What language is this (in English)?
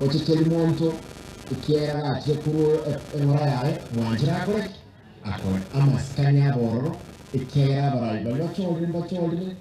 Gusii